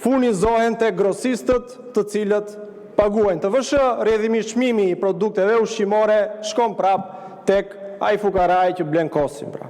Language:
Albanian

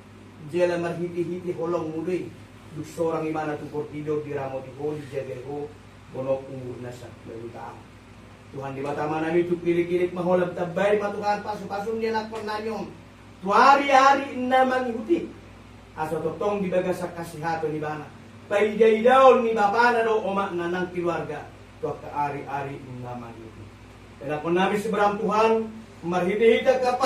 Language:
Batak Toba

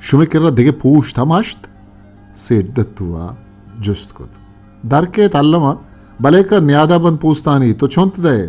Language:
Eastern Balochi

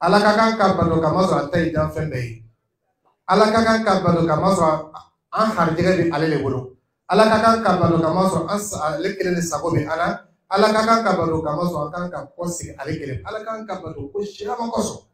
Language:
Dyula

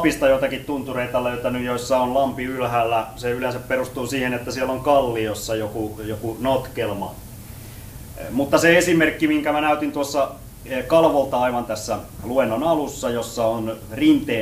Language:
Finnish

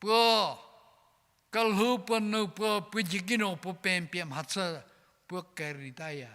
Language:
Angami Naga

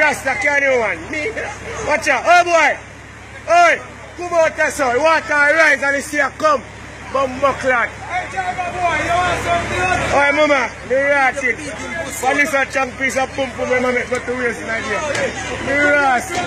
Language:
Jamaican Creole English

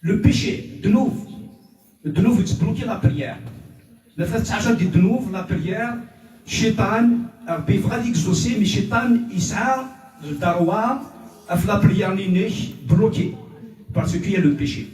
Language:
Kabyle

